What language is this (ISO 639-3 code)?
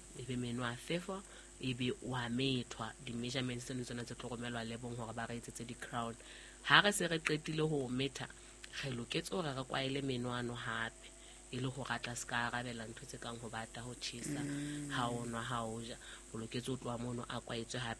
sot